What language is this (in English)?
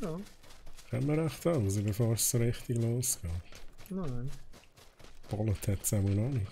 Swiss German